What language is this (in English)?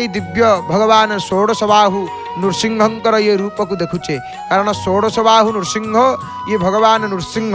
Odia